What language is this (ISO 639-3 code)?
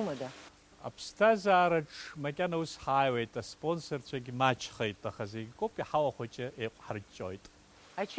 abk